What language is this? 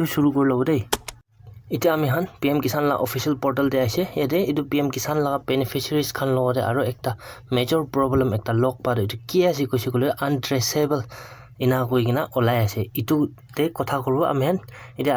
Naga Pidgin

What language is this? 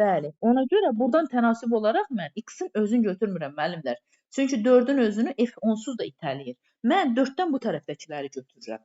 Azerbaijani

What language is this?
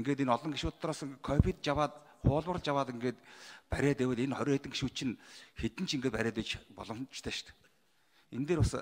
Mongolian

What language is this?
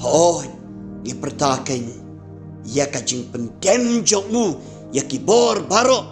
Khasi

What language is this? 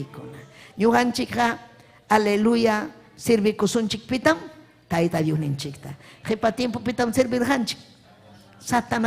Ayacucho Quechua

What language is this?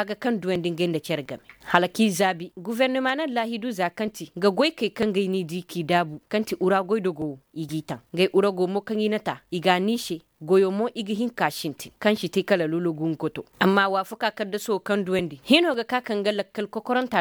Koyraboro Senni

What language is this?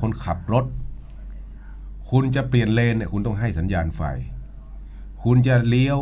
Thai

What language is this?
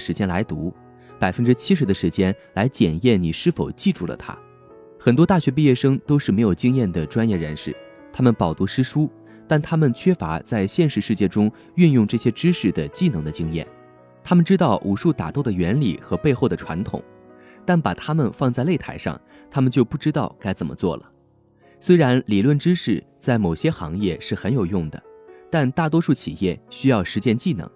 Chinese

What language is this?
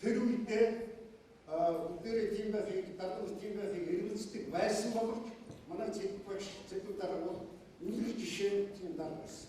Mongolian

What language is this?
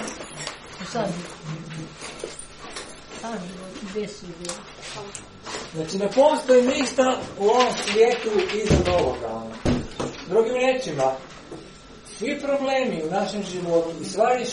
Croatian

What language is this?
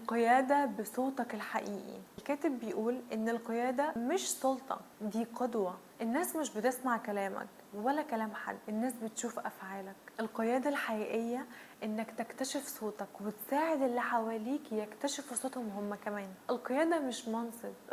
Egyptian Arabic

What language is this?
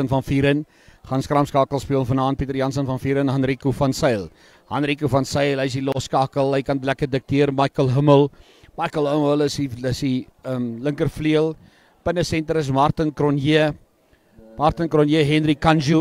Afrikaans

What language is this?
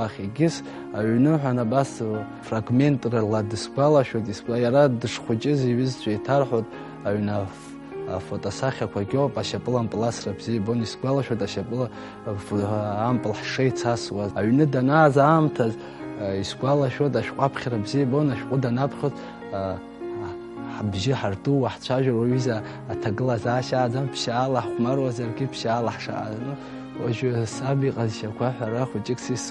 Abkhazian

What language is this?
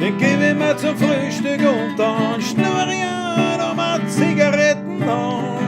Bavarian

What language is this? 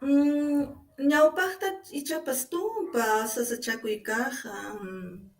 Ayacucho Quechua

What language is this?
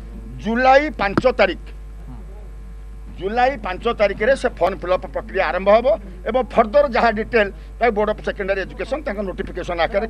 Odia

